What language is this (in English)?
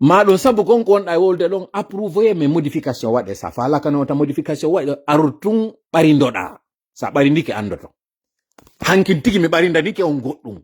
Fula